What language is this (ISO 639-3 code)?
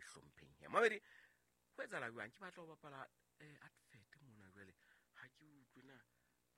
sot